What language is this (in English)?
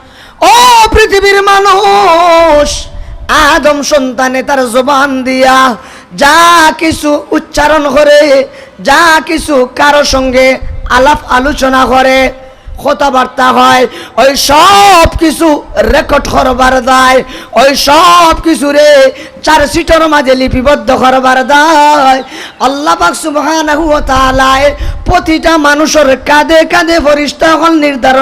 Sylheti